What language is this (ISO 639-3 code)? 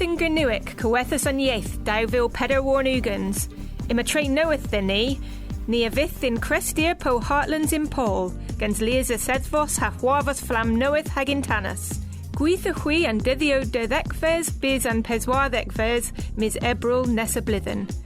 cor